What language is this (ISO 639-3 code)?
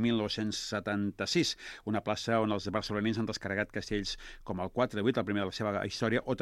cat